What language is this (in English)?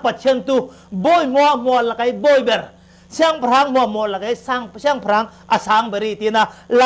Falam Chin